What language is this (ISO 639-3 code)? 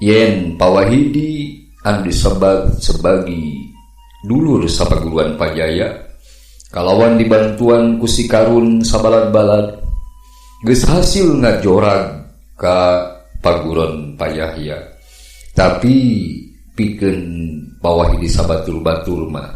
sun